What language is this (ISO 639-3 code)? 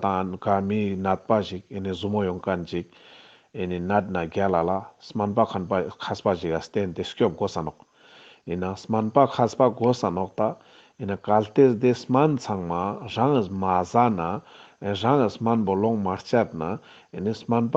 lbj